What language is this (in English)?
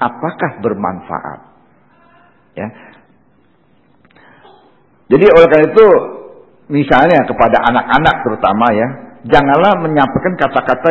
Indonesian